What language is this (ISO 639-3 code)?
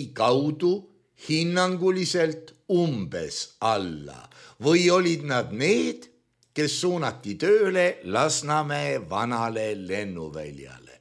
est